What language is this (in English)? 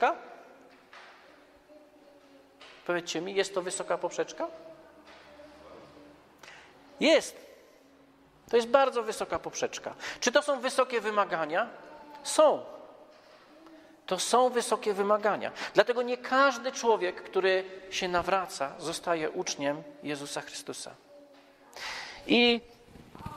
Polish